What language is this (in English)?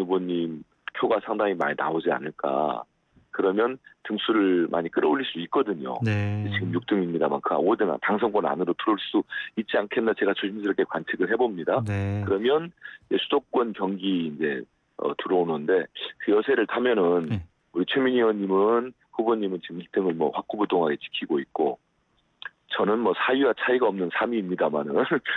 Korean